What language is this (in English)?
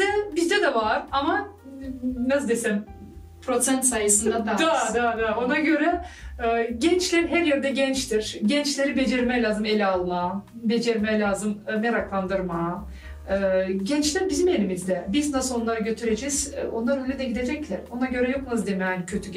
Gagauz